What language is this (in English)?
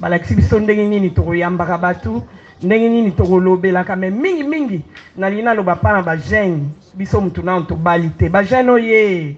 Lingala